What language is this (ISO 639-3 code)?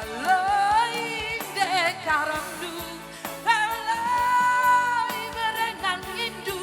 btx